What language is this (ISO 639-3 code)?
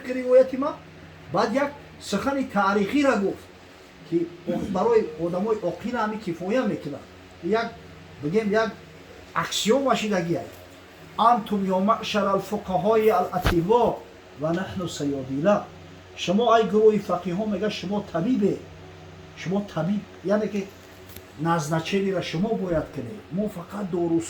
tgk